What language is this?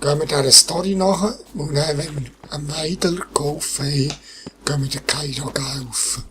Swiss German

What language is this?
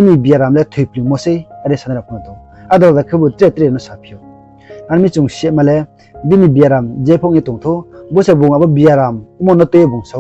Riang (India)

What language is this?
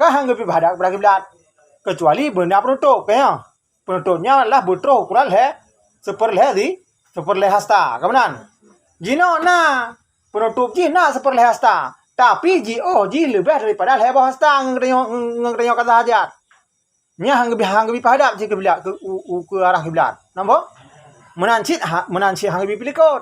Achinese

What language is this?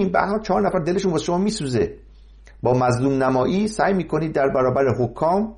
Persian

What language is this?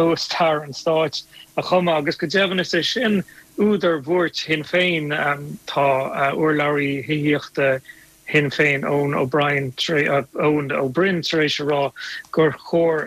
Irish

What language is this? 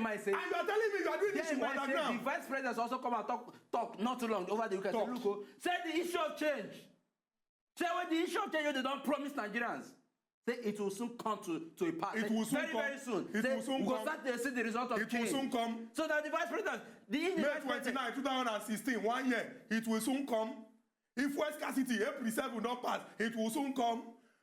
Nigerian Pidgin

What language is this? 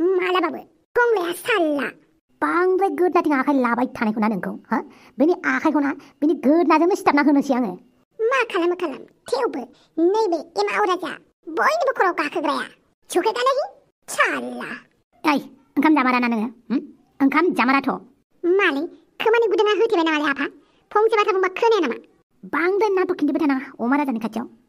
Bodo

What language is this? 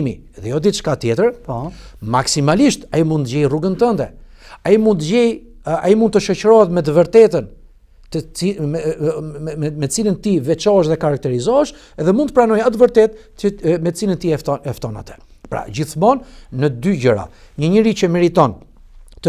Albanian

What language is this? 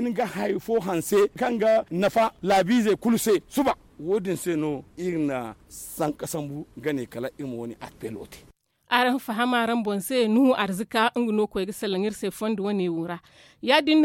Zarma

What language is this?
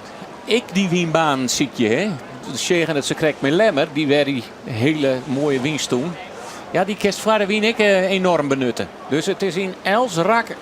Western Frisian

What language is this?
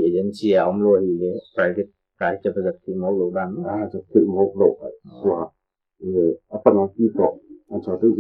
Paite Chin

